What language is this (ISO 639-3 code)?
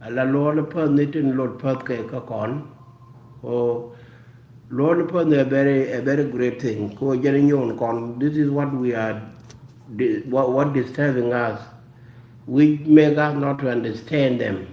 nus